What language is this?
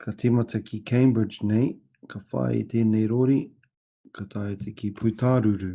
Māori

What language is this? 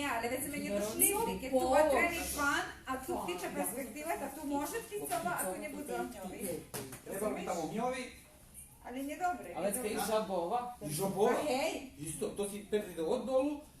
Rusyn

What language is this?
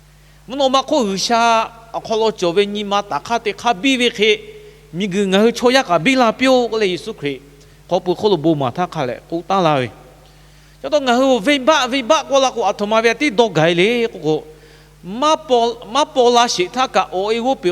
Lahu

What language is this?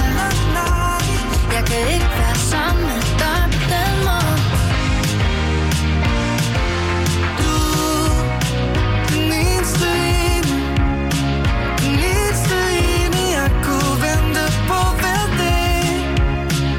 Danish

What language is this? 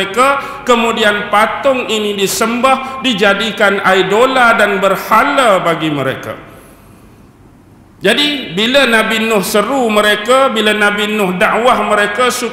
Malay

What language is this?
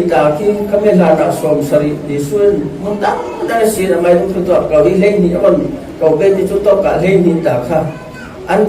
Falam Chin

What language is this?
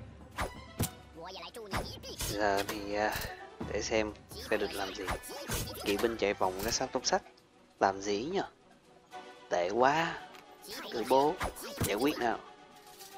Vietnamese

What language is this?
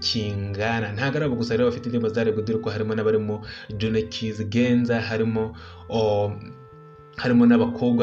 Kinyarwanda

